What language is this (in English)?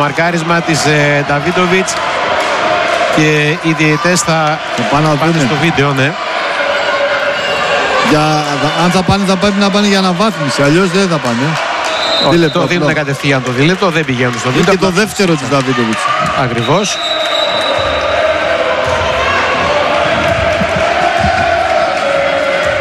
Greek